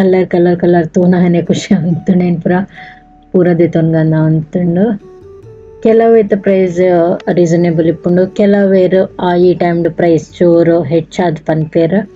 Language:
Tulu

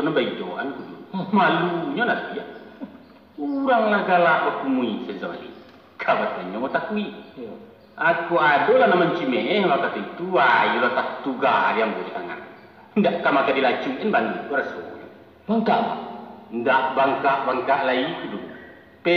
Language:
Minangkabau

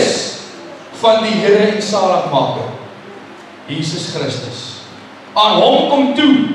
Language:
Afrikaans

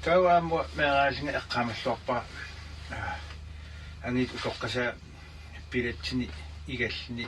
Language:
Kalaallisut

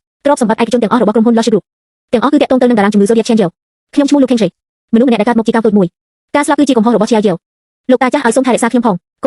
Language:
Khmer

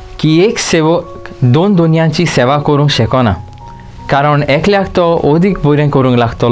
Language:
Konkani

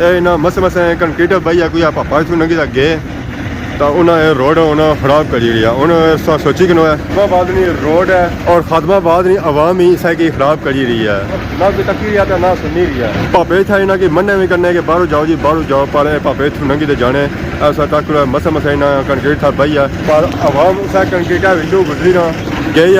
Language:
Pahari-Potwari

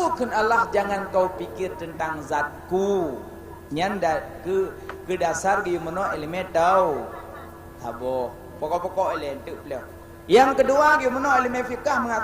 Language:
Achinese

